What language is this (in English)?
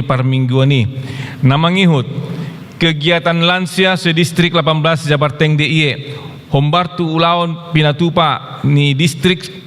Batak Toba